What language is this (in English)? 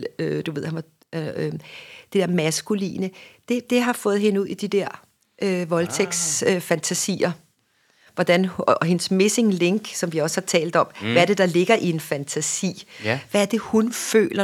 Danish